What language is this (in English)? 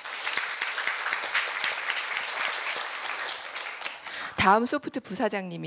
Korean